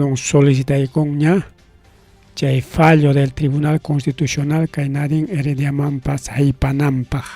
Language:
Ayacucho Quechua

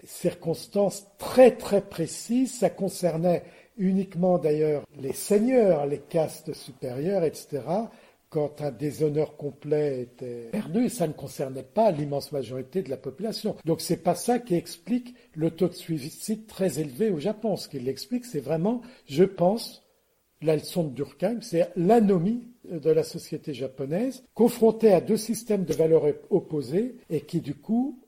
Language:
French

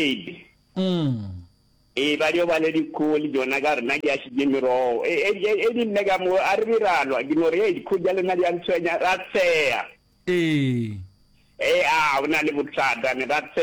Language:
Northern Sotho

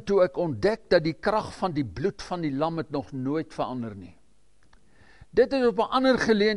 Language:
Afrikaans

